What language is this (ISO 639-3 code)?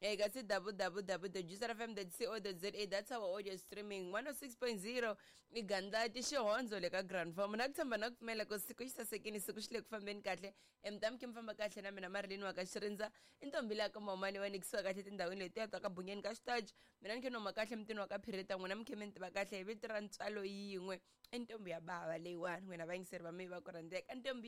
tso